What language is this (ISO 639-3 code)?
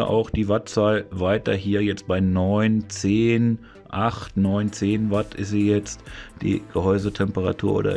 deu